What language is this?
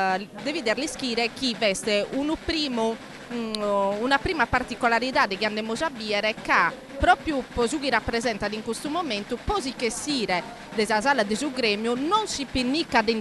Sardinian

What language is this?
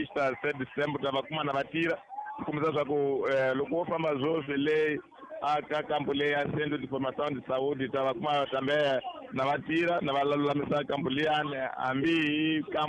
Tsonga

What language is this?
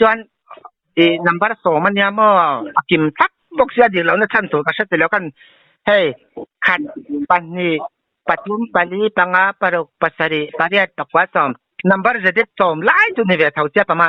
Mizo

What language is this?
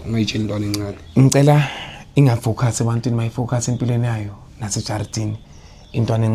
Zulu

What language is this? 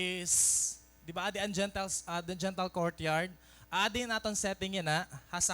Waray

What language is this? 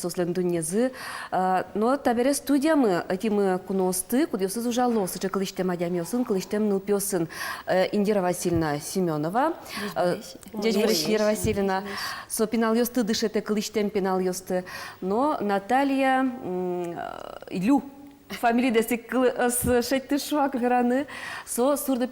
Udmurt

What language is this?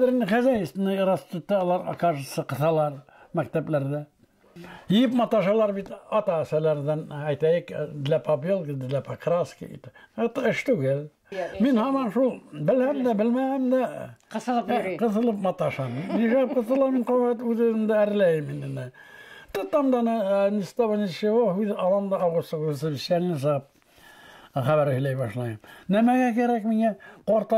Bashkir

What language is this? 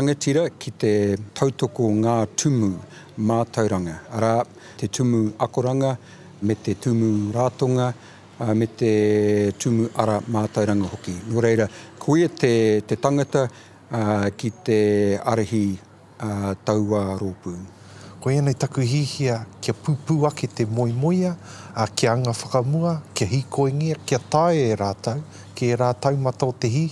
Māori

